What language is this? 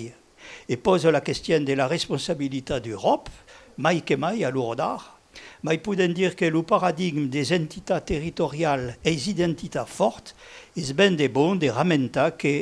Occitan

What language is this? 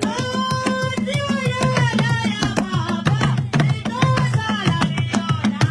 Northern Sotho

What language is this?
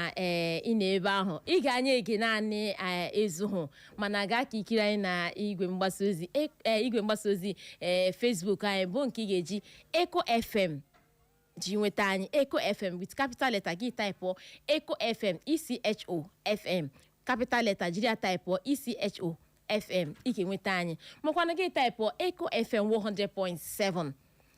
Igbo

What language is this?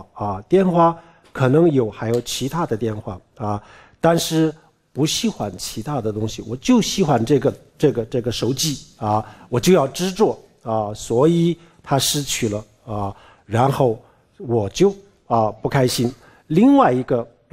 Chinese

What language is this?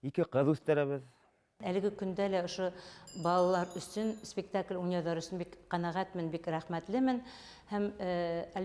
Bashkir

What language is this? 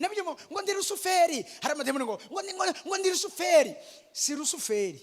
Rundi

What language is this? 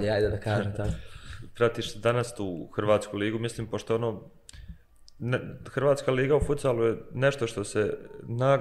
Bosnian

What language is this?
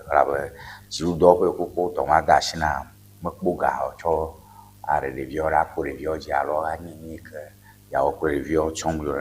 Ewe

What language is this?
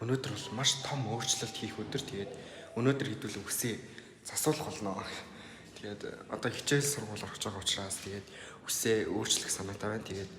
Mongolian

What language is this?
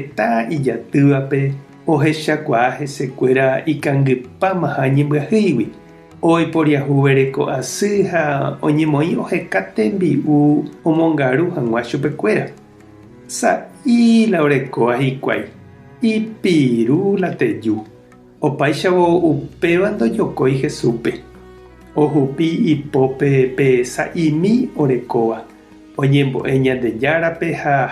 Guarani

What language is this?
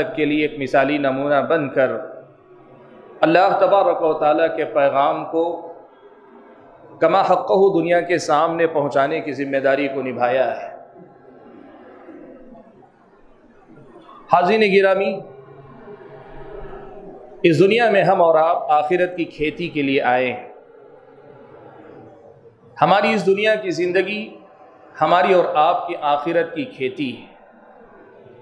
Urdu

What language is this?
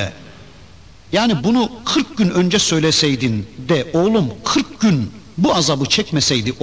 Turkish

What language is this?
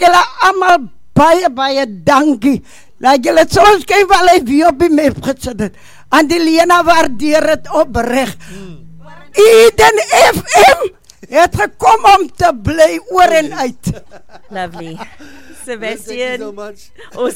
Afrikaans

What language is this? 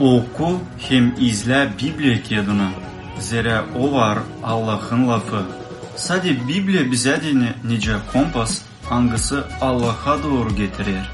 Gagauz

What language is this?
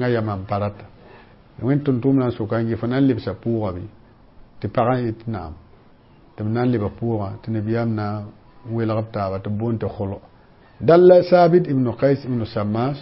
Mossi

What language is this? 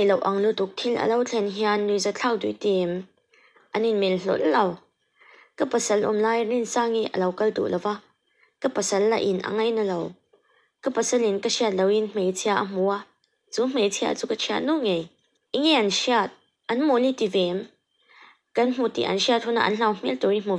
Mizo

